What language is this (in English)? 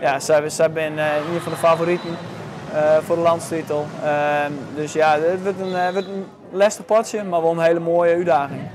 Western Frisian